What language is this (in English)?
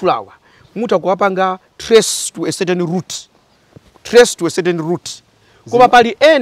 Nyanja